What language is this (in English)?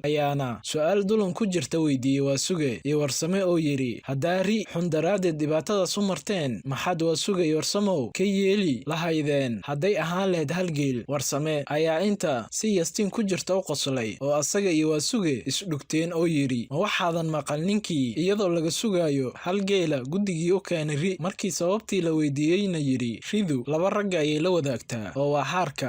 Somali